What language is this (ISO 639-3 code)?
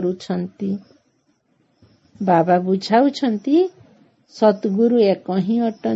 ori